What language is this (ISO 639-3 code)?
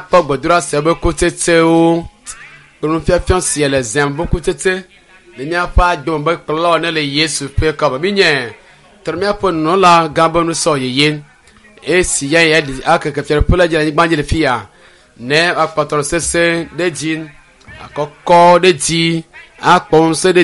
ewe